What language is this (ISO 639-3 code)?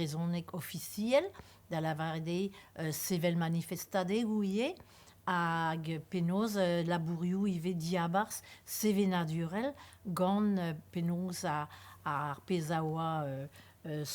bre